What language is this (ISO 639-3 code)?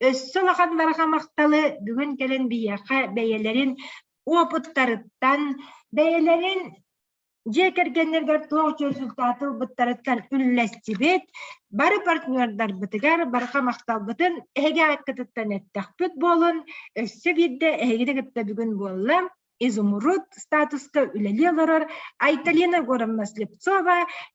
sah